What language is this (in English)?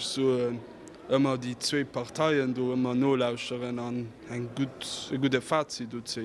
Luxembourgish